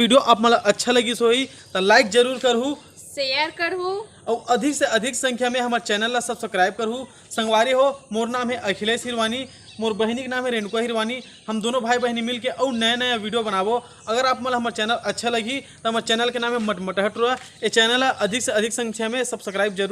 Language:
Chhattisgarhi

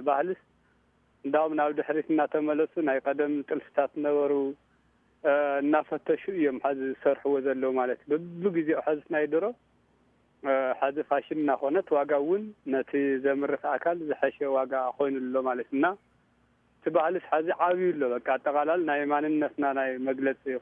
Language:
Tigrinya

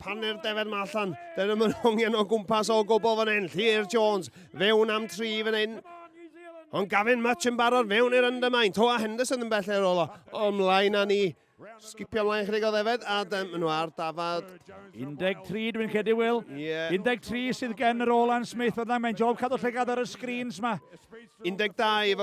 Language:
Welsh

